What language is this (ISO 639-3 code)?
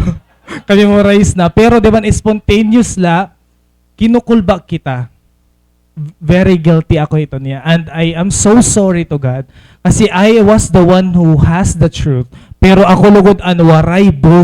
war